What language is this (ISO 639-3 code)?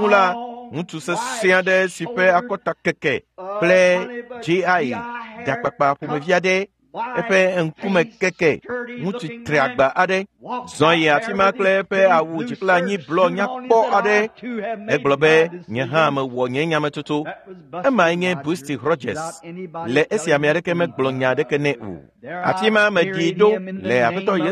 ewe